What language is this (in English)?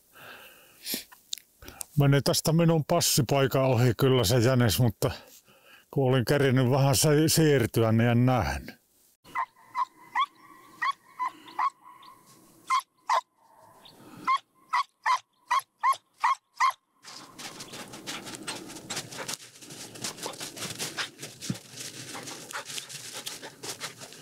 Finnish